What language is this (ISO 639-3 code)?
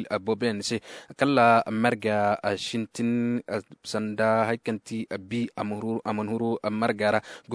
ses